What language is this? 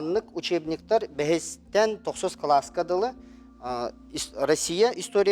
Yakut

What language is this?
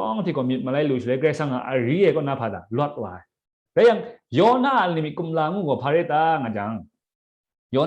Kachin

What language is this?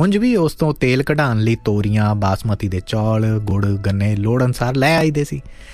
Punjabi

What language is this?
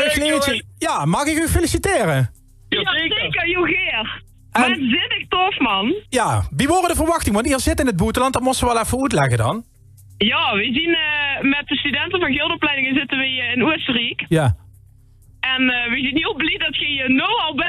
Limburgish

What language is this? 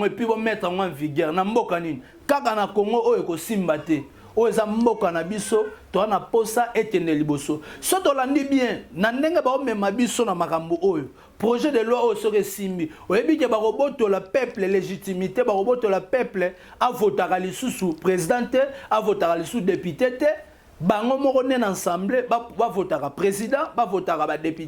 Lingala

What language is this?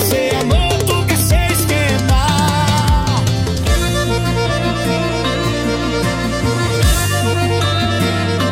Portuguese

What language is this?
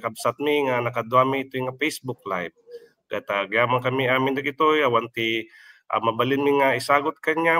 Iloko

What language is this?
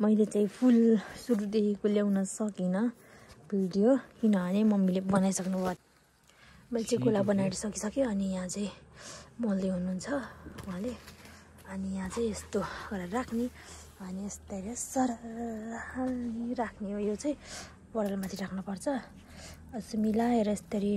Nepali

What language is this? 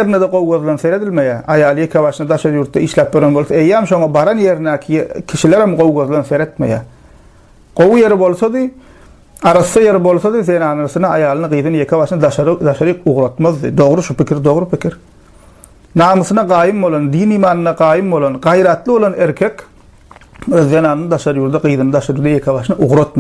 Turkmen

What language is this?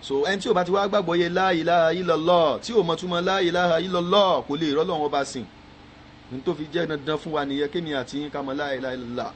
Yoruba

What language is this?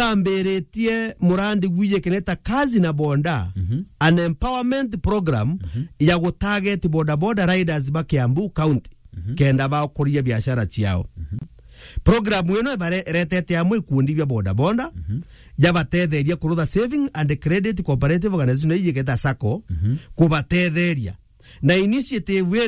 Meru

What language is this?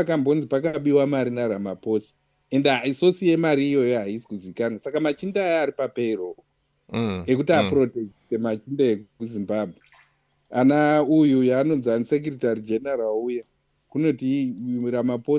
Shona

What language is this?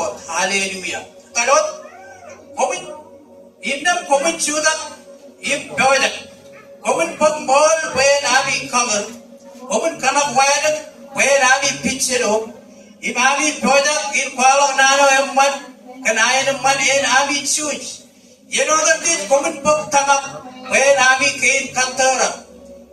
Marshallese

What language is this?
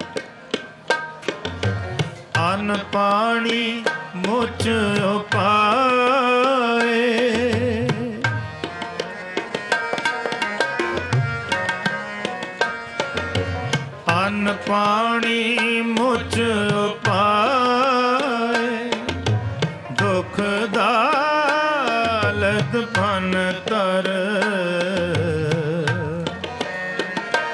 Punjabi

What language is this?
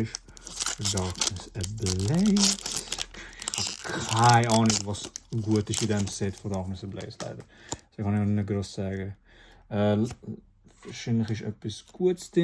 Swiss German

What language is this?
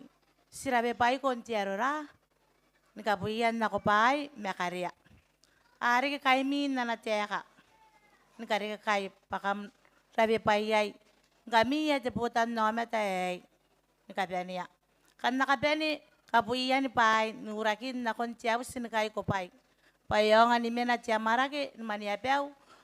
Gilbertese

